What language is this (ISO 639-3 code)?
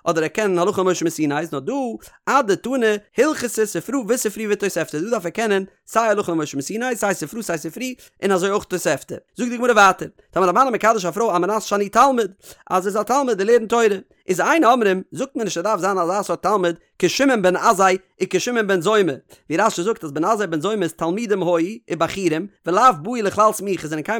yid